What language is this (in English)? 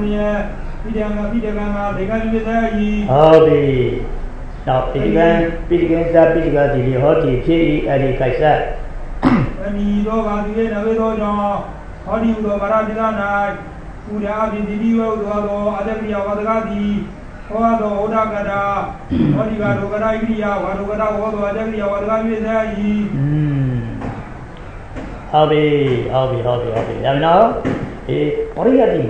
Burmese